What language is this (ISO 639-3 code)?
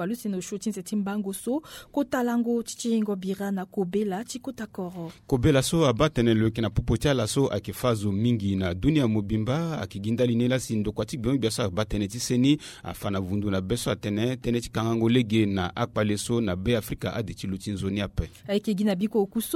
sag